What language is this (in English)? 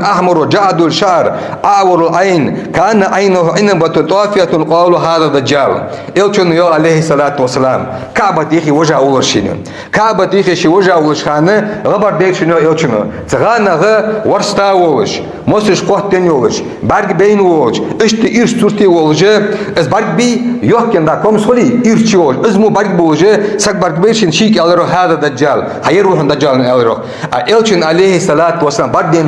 Ingush